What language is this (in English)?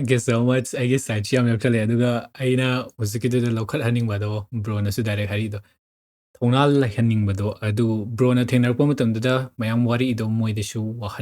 Manipuri